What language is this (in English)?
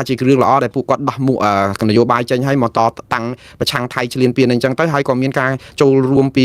Khmer